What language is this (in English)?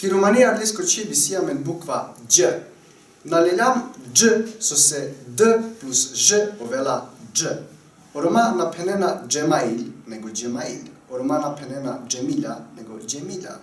Balkan Romani